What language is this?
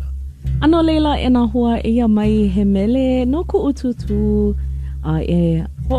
Hawaiian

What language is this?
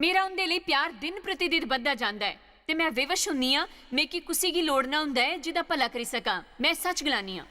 Dogri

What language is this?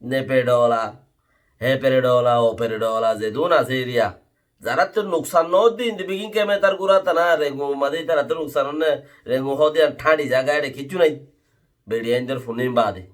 Rohingya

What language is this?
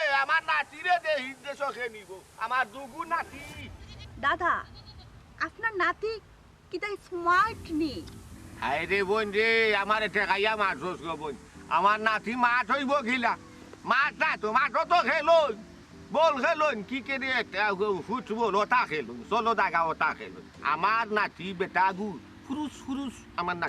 Sylheti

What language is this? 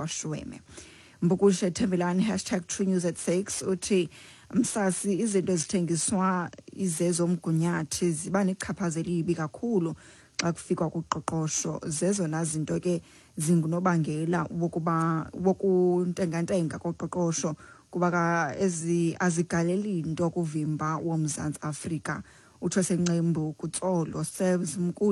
Xhosa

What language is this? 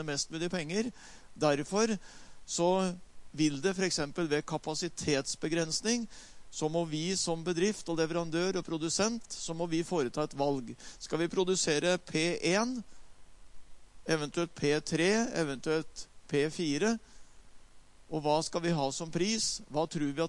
Norwegian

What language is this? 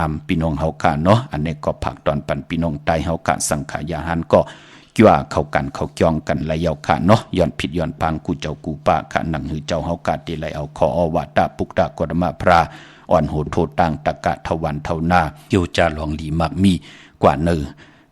Shan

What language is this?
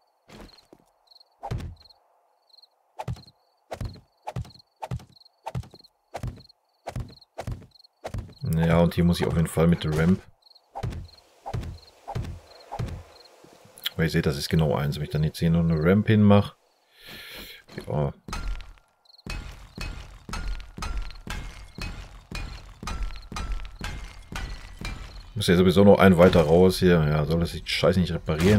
German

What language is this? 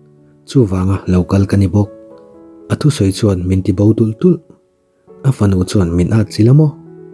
Mizo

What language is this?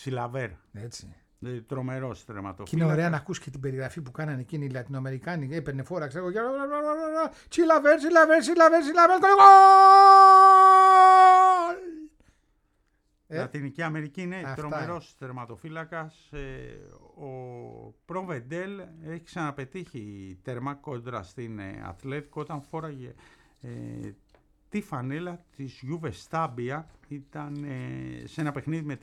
Greek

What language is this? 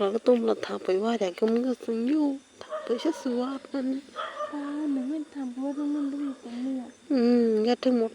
Kok Borok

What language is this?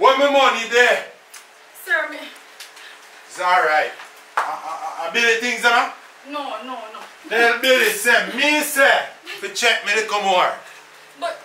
Jamaican Creole English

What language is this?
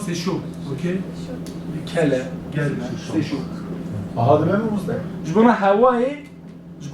Kurdish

